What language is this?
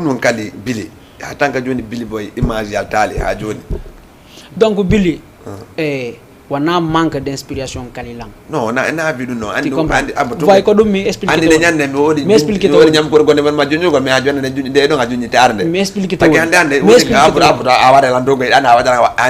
Fula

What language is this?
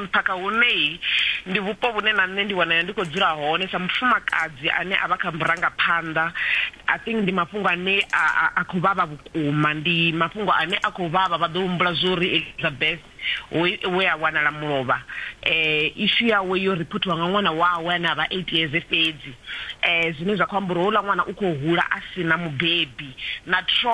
Venda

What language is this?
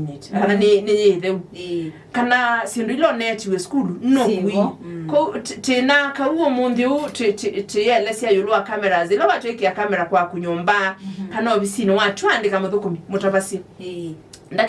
Kamba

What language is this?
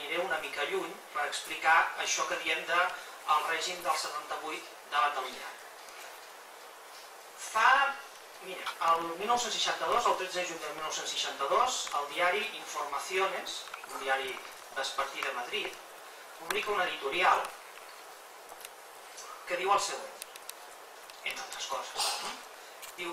Catalan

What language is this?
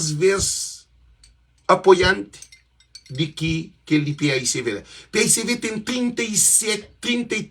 Kabuverdianu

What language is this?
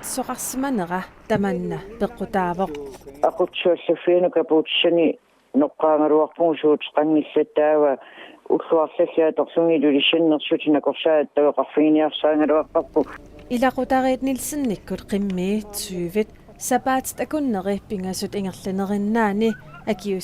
Kalaallisut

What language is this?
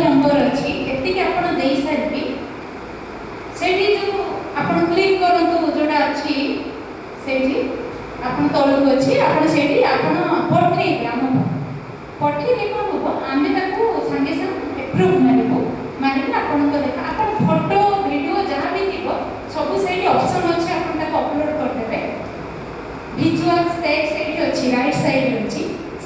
Odia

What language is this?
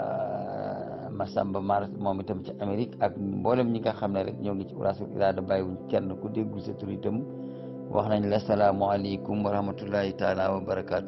Wolof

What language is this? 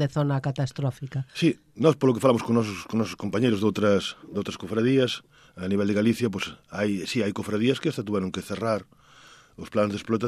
Galician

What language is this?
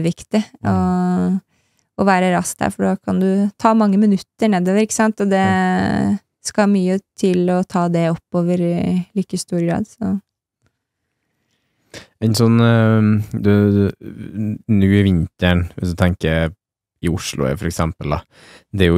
Norwegian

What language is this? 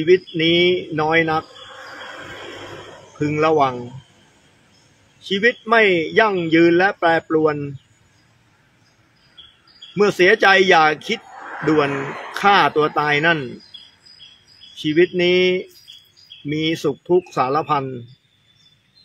Thai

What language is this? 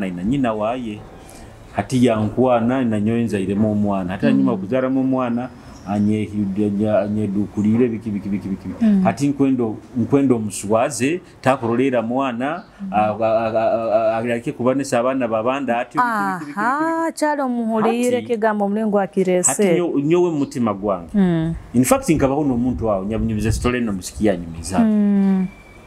Nyoro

